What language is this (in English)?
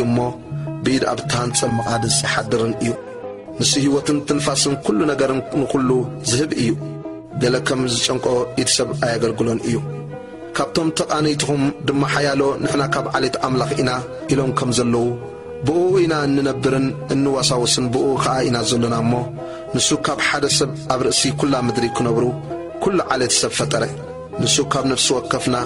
Tigrinya